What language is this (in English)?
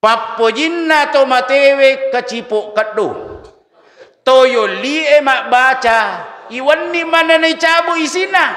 Buginese